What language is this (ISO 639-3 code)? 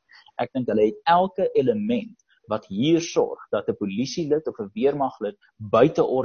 afr